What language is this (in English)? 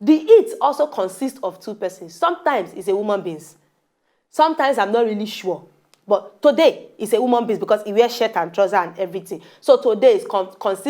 Nigerian Pidgin